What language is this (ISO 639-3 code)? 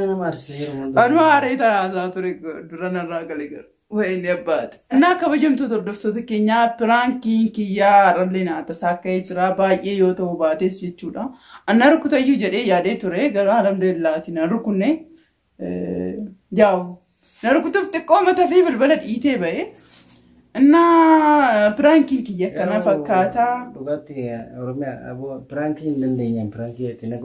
orm